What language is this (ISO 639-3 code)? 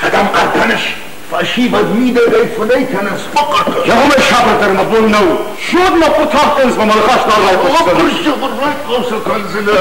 oss